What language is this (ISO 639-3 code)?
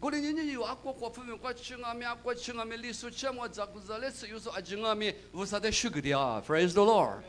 lis